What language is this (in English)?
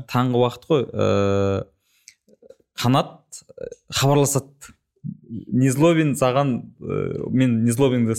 Kazakh